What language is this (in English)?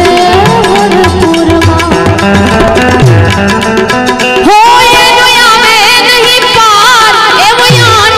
Gujarati